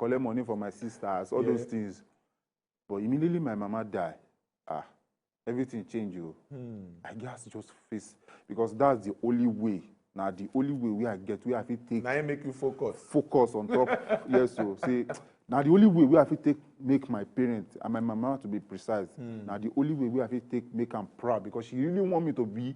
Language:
Nigerian Pidgin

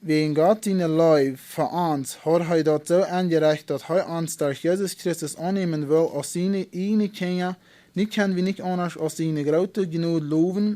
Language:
Plautdietsch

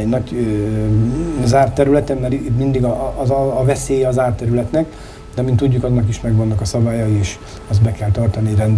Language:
Hungarian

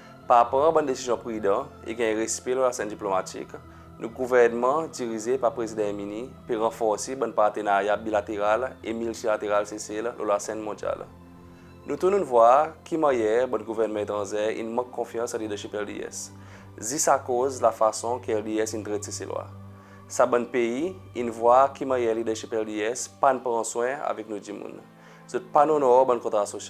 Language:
Seselwa Creole French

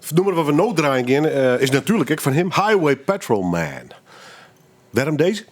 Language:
Western Frisian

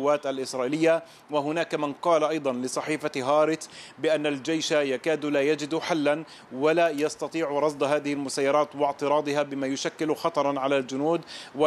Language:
Arabic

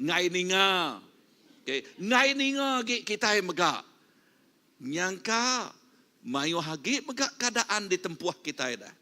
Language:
Iban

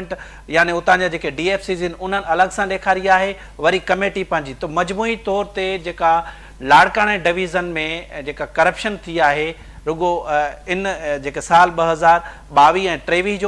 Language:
Sindhi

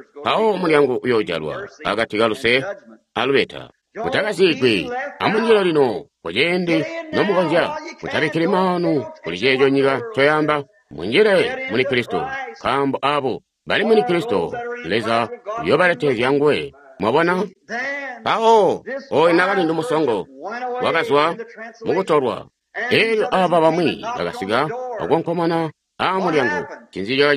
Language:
Tonga (Zambia)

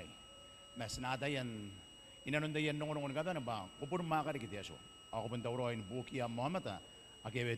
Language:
Gilbertese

